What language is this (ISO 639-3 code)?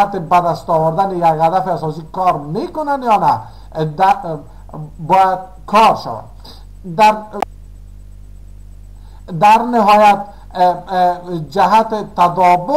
fas